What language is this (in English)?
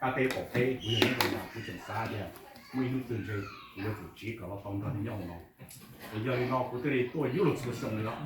Hmong